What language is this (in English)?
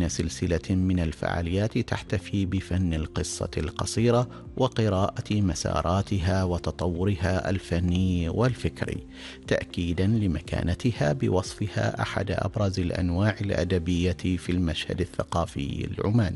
Arabic